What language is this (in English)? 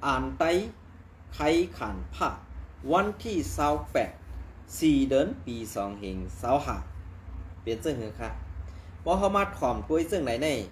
Shan